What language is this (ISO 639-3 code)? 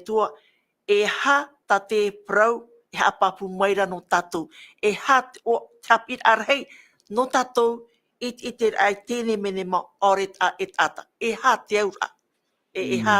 tah